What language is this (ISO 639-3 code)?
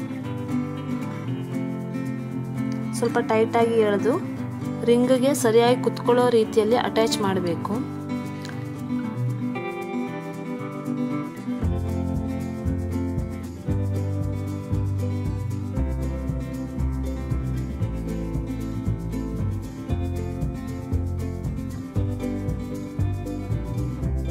kan